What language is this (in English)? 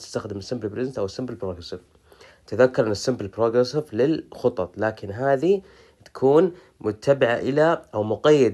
Arabic